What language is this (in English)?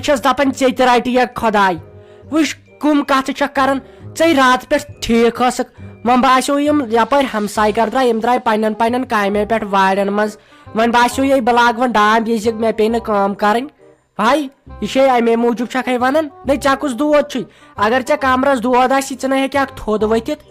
Kashmiri